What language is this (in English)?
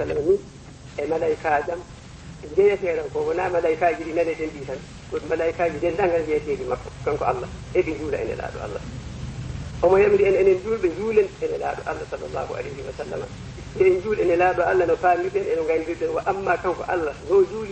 Fula